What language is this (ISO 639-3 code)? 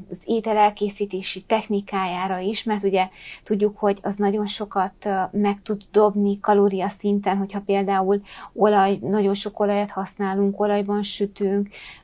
hun